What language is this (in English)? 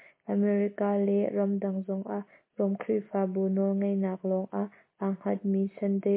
Hakha Chin